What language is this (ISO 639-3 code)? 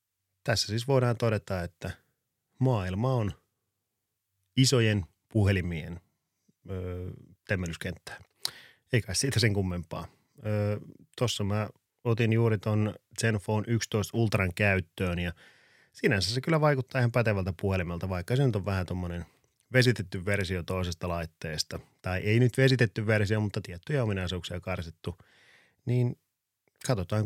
fin